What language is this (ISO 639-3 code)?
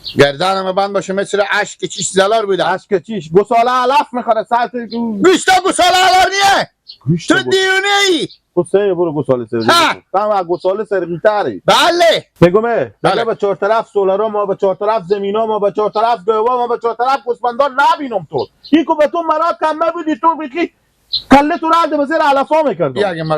fas